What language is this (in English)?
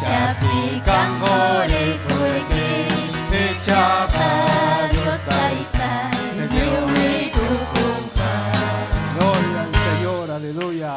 Ayacucho Quechua